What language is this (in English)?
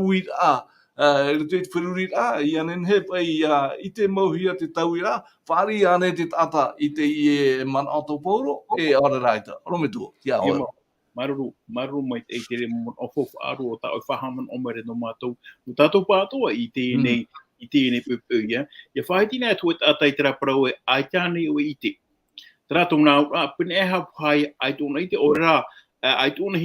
Tahitian